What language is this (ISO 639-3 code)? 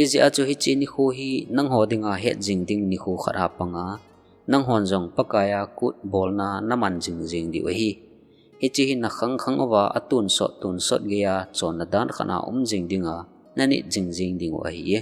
tcz